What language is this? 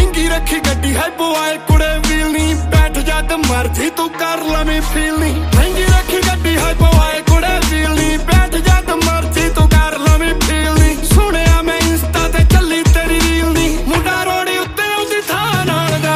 Punjabi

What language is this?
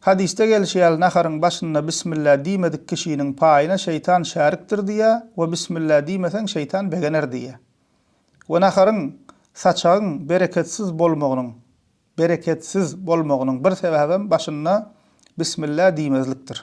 Turkmen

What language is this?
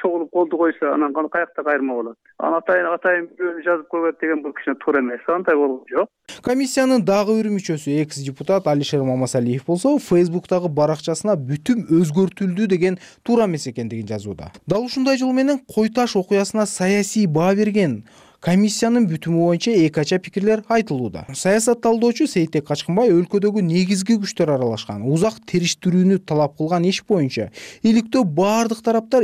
Kyrgyz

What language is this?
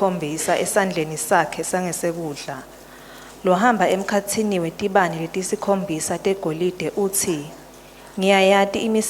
Swati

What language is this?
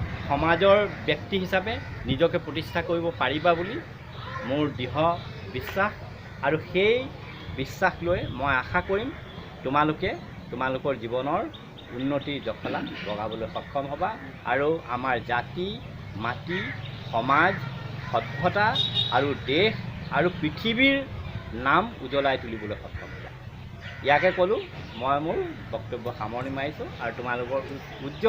Assamese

